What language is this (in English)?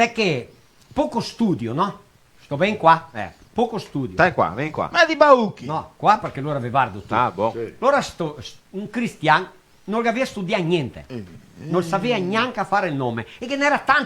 Venetian